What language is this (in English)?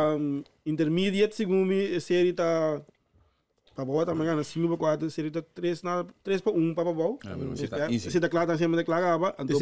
Papiamento